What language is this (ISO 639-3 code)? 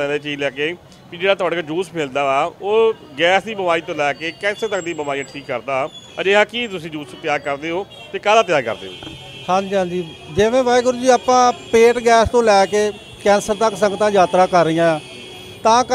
pan